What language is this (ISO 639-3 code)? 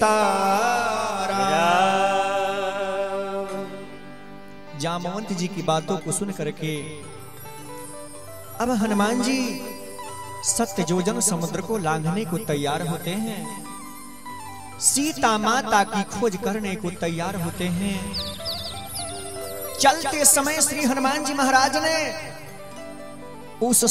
hin